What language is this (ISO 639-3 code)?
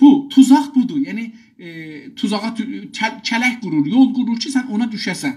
azb